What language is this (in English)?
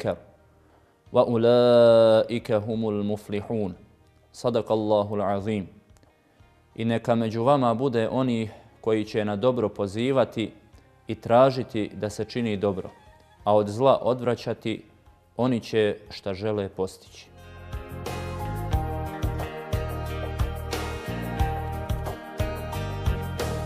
Bosnian